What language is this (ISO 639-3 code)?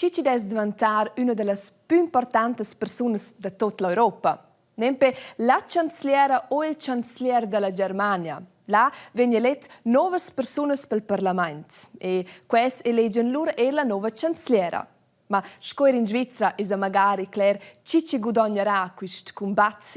roh